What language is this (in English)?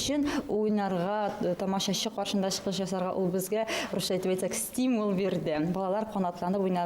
Bashkir